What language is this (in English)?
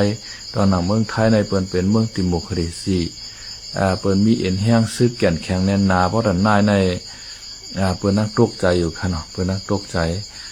Shan